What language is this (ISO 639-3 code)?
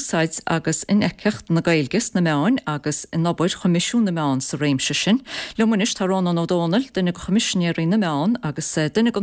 gle